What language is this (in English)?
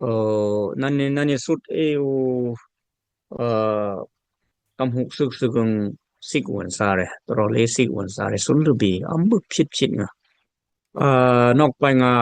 Dimasa